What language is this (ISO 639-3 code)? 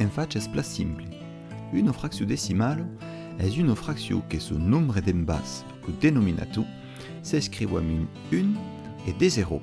oci